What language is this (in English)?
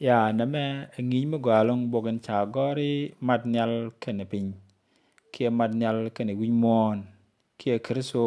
Nuer